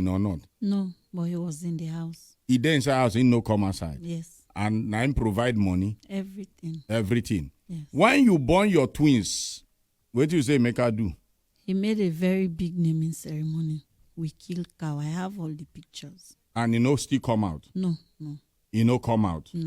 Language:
Nigerian Pidgin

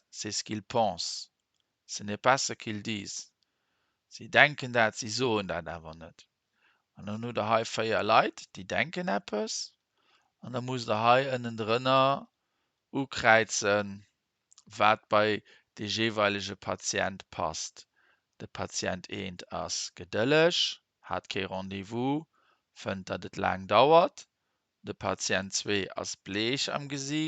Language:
Luxembourgish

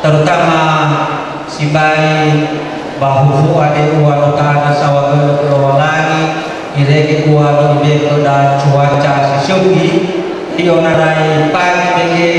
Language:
Nias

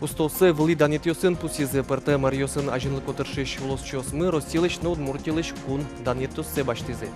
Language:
Udmurt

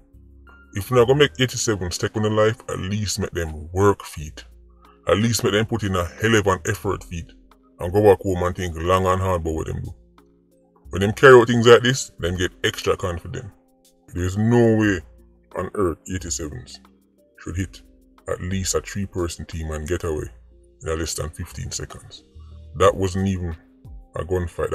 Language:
Jamaican Creole English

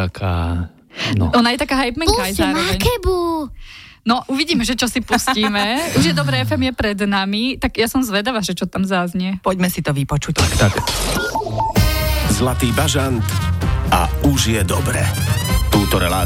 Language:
Slovak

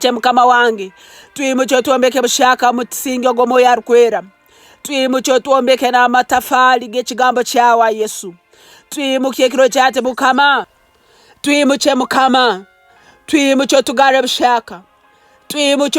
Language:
Nyankole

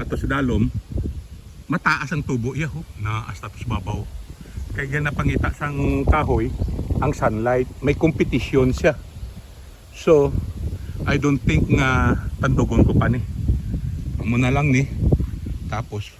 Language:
Hiligaynon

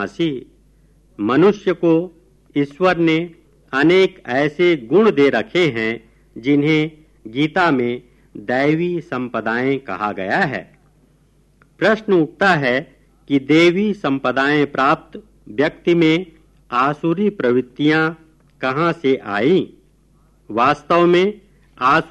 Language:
Hindi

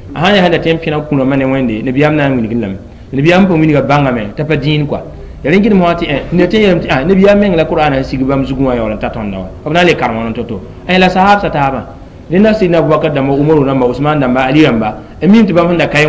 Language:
Mossi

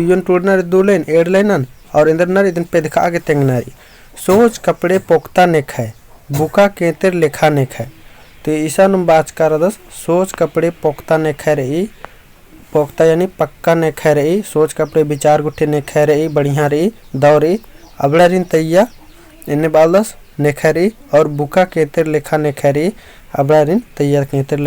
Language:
Kurukh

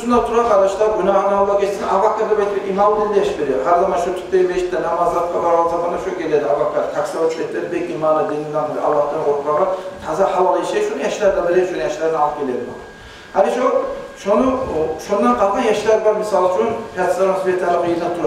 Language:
Kumyk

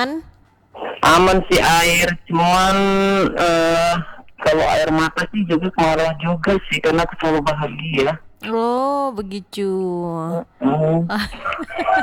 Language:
Indonesian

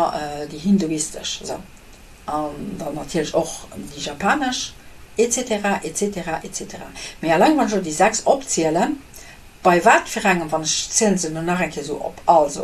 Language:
Luxembourgish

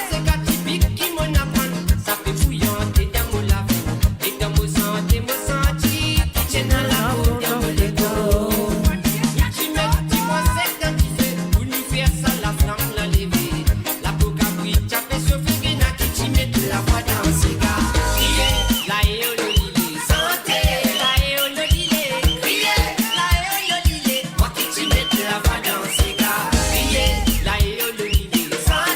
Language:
Morisyen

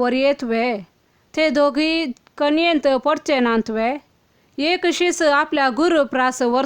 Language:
Konkani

